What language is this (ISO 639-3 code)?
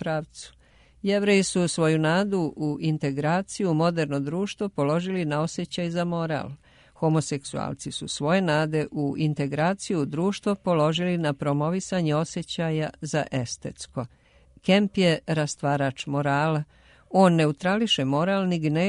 srp